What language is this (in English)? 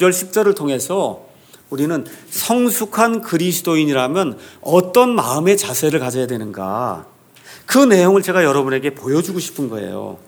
Korean